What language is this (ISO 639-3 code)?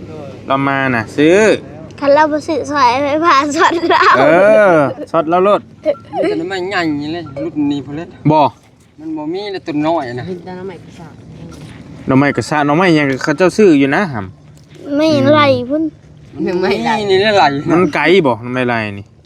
tts